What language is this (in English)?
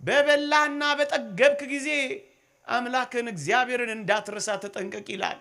Amharic